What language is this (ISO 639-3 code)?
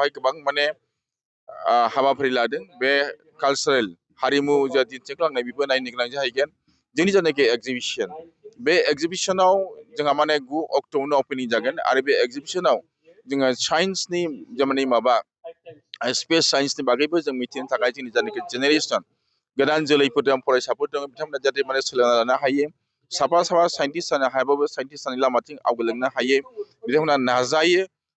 brx